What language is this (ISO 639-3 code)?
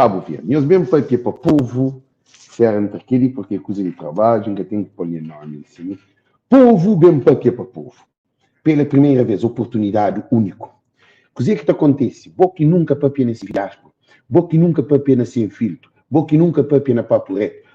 kea